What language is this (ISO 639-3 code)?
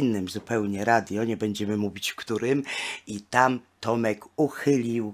pol